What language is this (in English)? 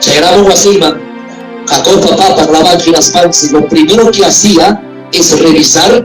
Ayacucho Quechua